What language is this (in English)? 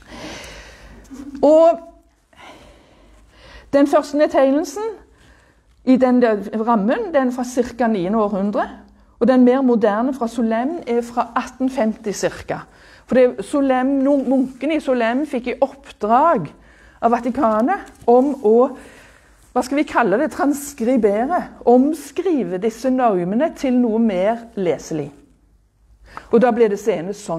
Norwegian